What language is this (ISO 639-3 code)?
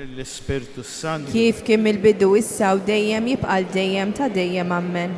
mlt